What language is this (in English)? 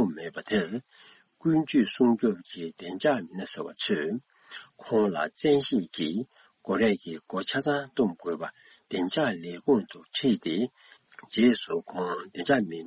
Tibetan